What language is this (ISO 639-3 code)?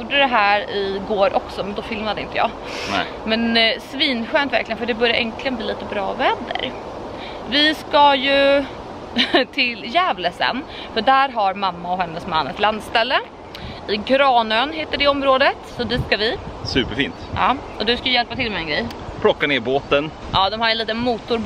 swe